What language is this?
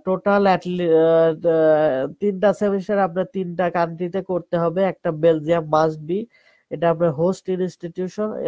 Bangla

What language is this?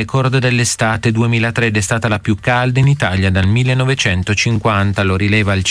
Italian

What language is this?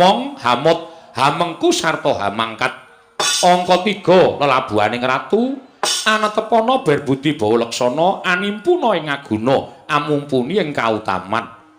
Javanese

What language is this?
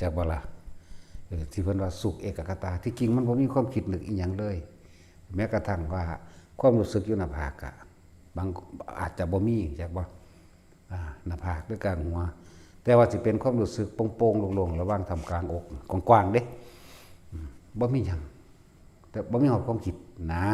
Northeastern Thai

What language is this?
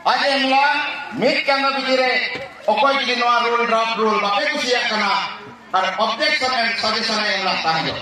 Santali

